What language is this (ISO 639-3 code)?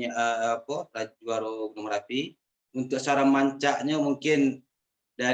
min